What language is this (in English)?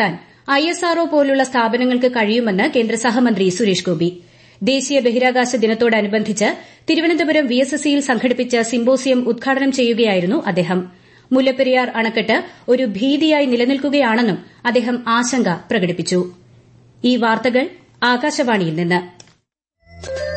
Malayalam